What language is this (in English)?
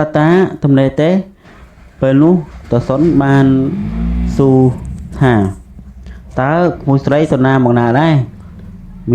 Khmer